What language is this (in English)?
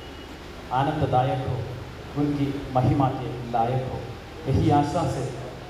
Hindi